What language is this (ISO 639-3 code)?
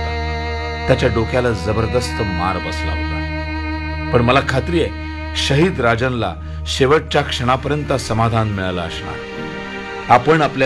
mar